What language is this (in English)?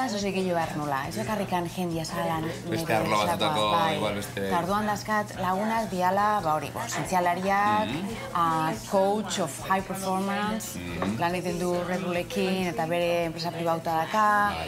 Basque